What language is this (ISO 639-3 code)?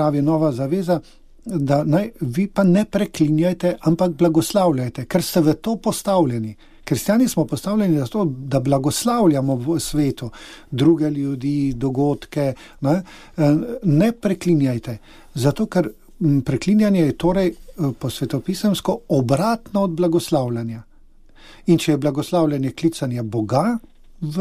slv